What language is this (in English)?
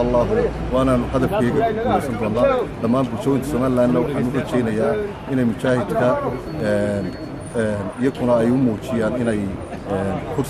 Somali